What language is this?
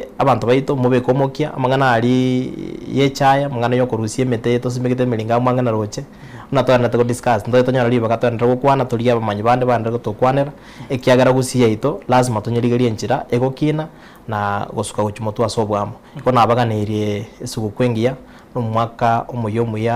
Gusii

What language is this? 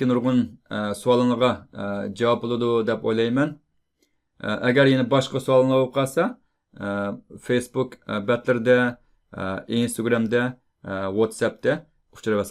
Uyghur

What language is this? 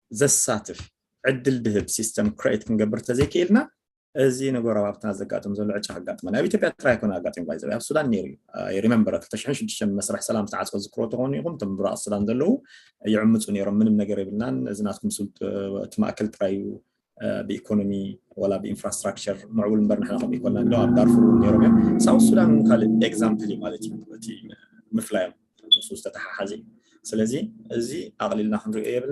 Tigrinya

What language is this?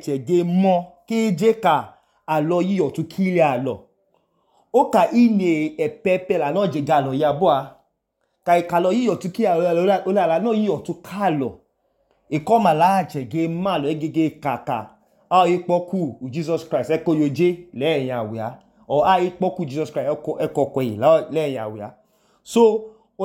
Idoma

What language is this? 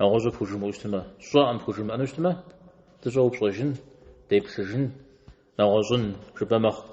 Kabardian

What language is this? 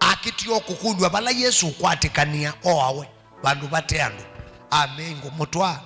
Kamba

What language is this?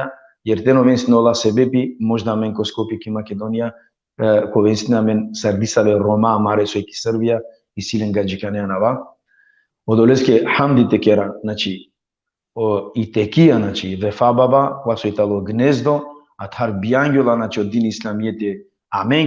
Balkan Romani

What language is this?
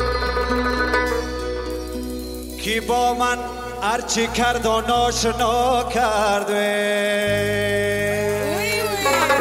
Persian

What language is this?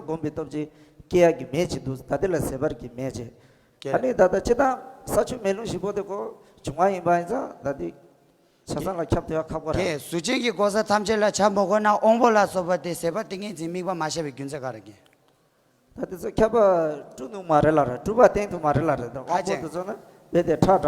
Tibetan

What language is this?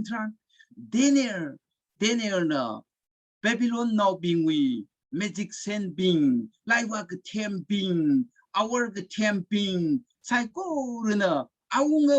Tangkhul Naga (India)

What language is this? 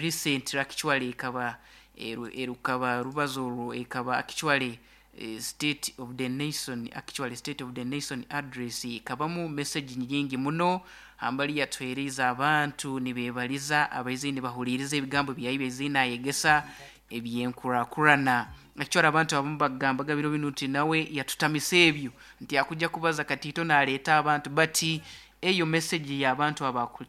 Nyoro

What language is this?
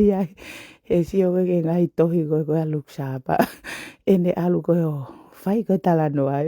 Tongan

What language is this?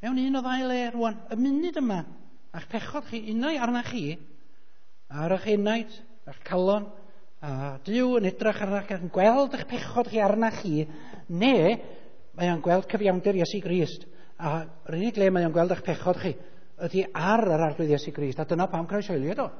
Welsh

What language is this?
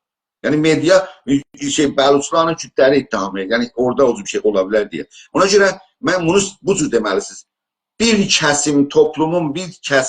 South Azerbaijani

